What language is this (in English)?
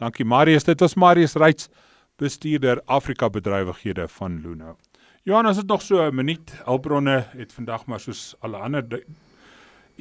Afrikaans